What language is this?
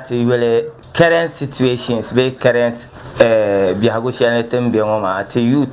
Dagbani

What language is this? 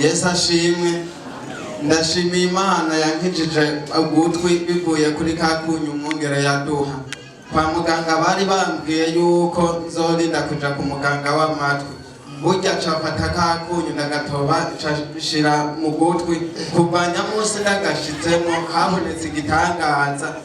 Rundi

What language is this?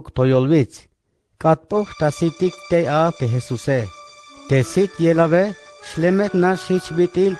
Tzeltal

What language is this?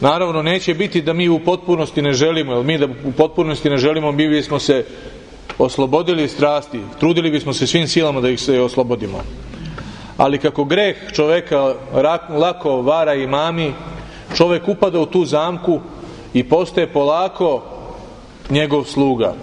Serbian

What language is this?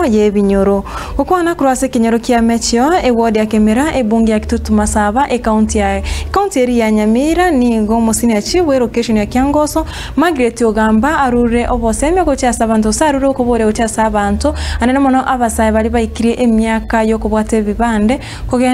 Gusii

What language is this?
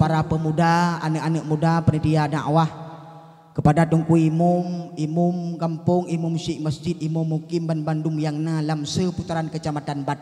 Achinese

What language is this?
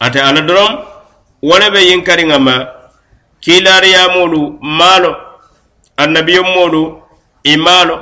Mandingo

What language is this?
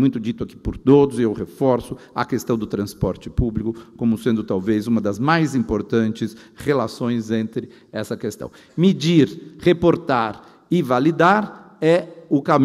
Portuguese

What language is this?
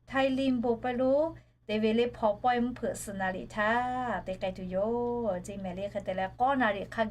Lahu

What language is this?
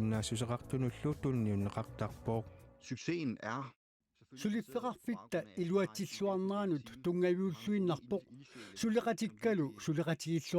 Kalaallisut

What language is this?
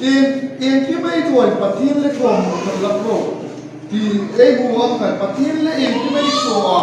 Hmar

